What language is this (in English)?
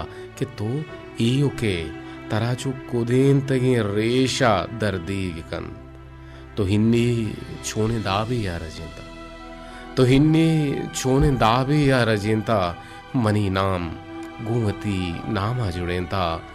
Baluchi